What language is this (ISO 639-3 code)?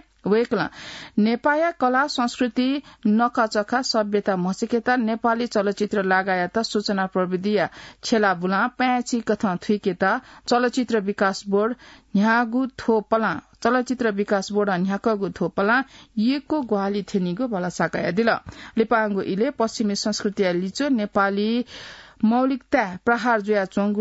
new